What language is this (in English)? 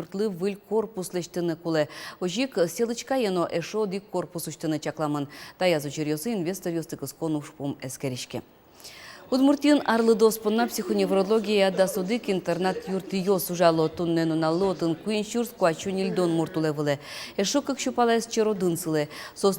Udmurt